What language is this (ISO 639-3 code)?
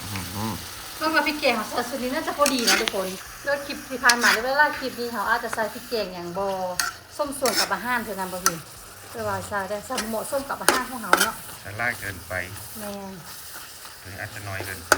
tts